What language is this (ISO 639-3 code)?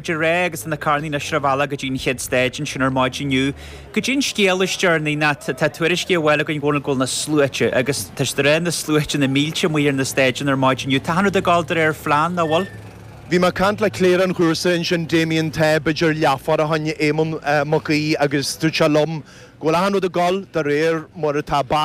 gle